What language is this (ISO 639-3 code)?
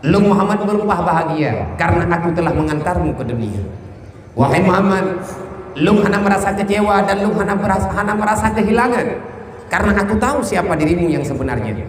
ace